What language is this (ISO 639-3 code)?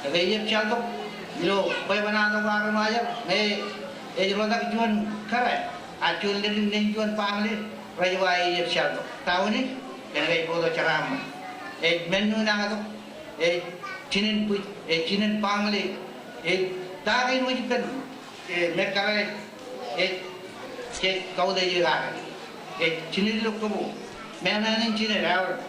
mah